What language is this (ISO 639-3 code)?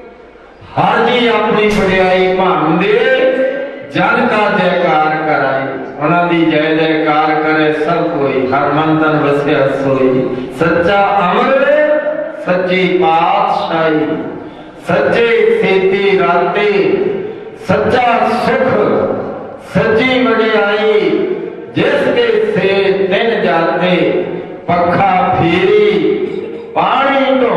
pan